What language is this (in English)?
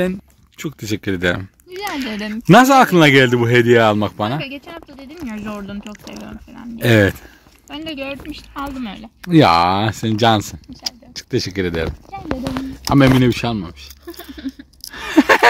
Turkish